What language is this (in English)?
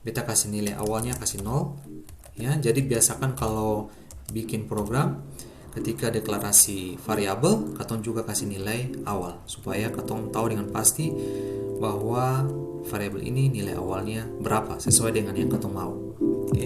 Ambonese Malay